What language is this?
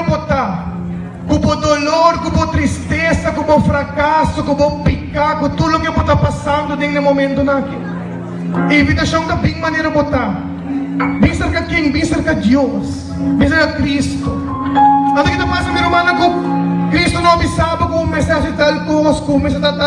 Papiamento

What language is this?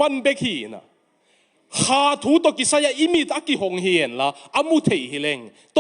Tedim Chin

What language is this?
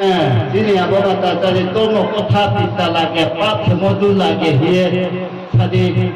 Riang (India)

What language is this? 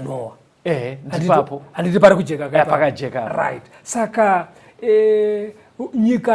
Shona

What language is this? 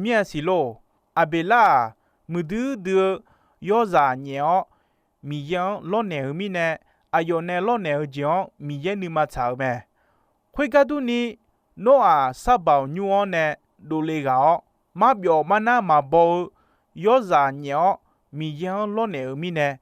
Akha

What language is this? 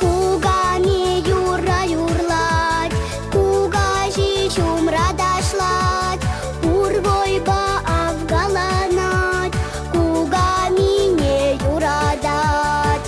Chuvash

